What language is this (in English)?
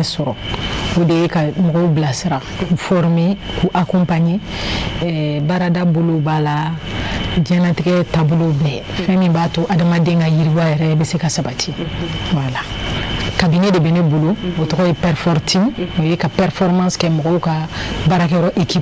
Bambara